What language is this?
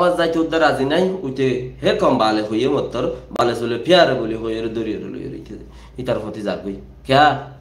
Rohingya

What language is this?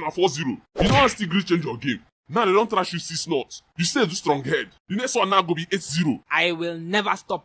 Nigerian Pidgin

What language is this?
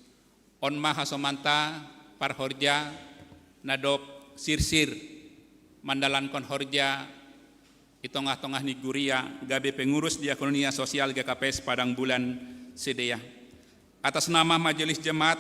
Batak Simalungun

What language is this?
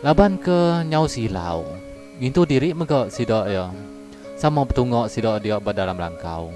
Iban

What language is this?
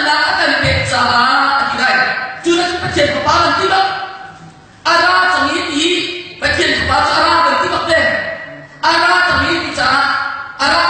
Hakha Chin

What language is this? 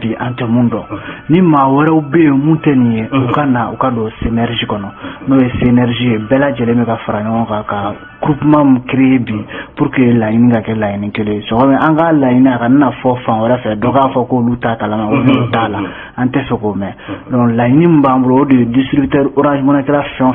Bambara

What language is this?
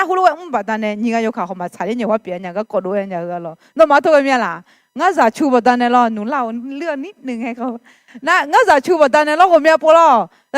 Akha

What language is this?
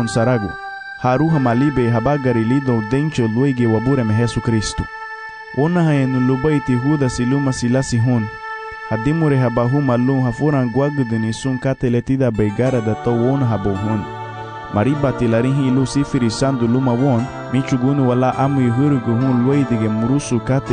Garifuna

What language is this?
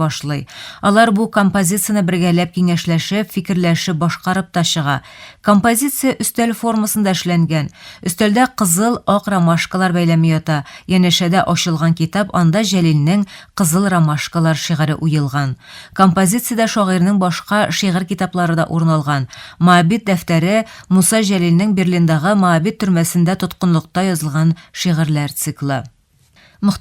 Tatar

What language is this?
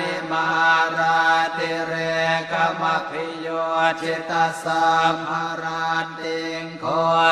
Pali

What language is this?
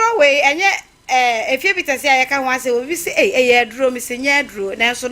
Akan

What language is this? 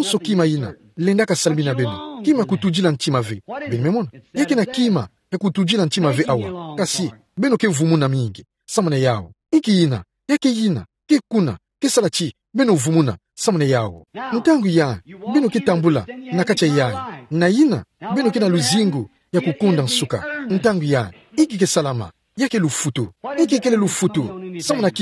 Kituba (Democratic Republic of Congo)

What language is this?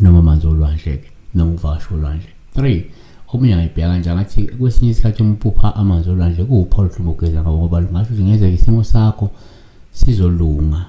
Zulu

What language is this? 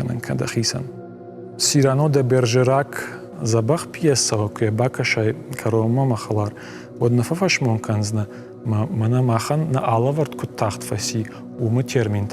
Ossetic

